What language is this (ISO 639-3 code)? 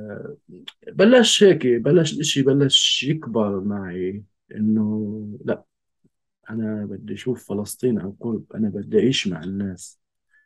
apc